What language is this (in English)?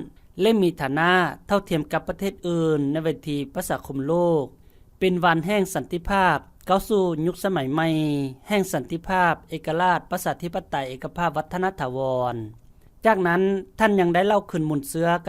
Lao